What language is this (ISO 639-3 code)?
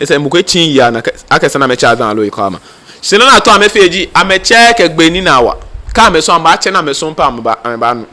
gaa